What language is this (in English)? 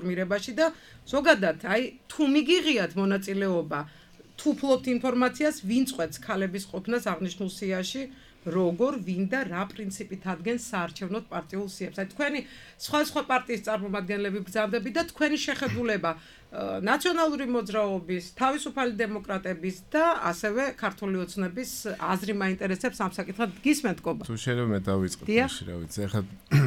Georgian